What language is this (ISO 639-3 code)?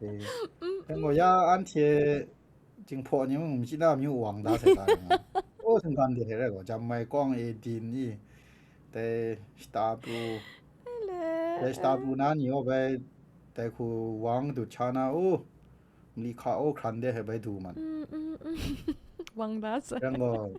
kac